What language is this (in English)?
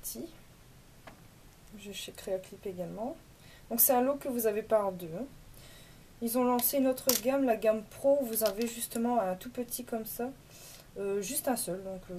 French